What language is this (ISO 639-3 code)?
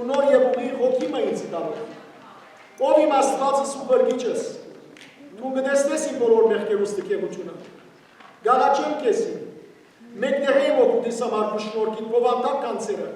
hyw